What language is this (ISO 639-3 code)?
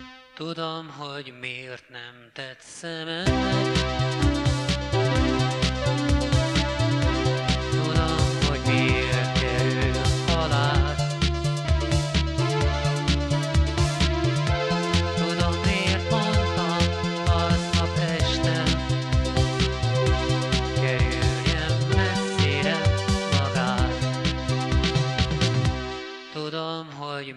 hun